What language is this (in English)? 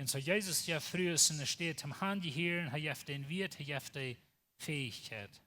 Plautdietsch